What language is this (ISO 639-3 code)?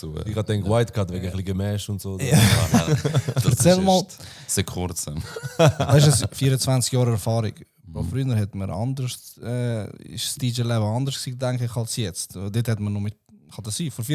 gsw